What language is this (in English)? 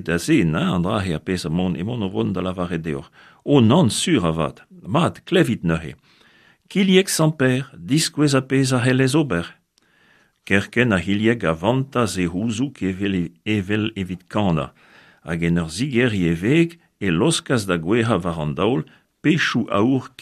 Breton